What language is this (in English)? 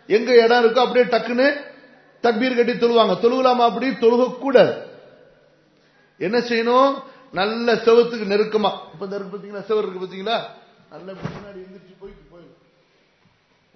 Tamil